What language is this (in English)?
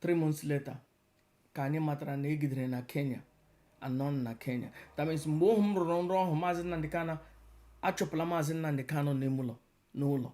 Igbo